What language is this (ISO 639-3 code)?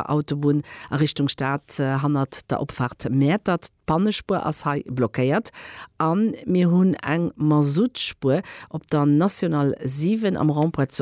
ltz